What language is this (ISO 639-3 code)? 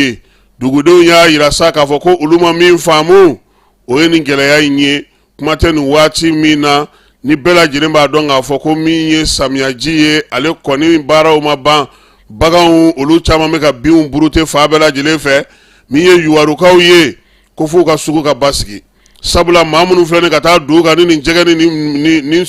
bam